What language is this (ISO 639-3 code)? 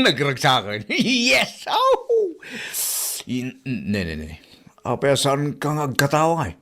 ilo